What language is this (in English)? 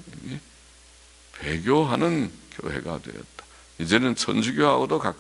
Korean